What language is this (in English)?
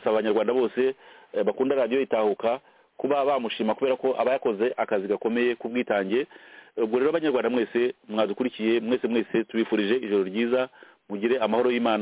Kinyarwanda